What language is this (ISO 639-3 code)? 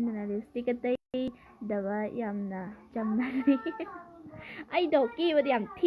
mni